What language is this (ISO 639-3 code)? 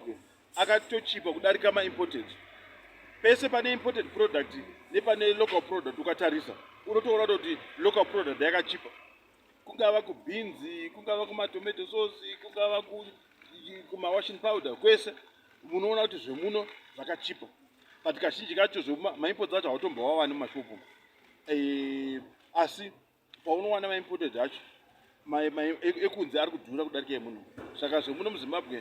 sna